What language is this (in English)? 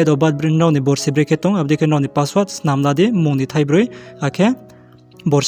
Riang (India)